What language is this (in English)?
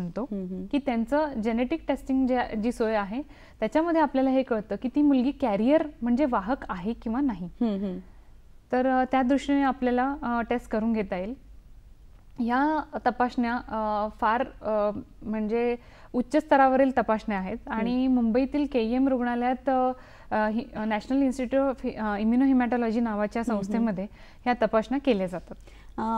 Marathi